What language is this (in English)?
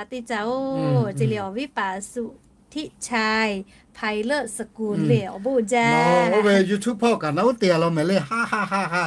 Lahu